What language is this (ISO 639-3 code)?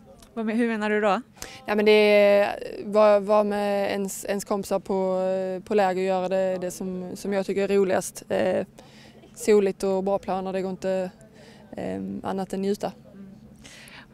swe